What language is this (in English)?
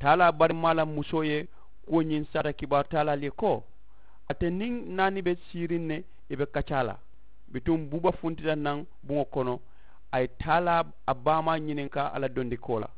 Mandingo